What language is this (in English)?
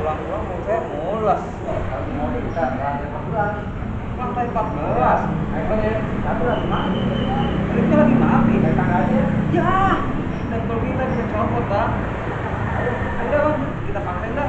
Betawi